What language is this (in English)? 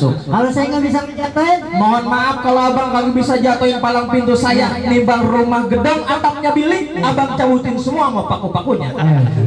Betawi